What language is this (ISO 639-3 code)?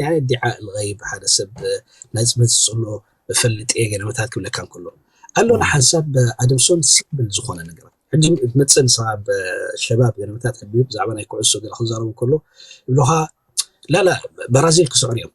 tir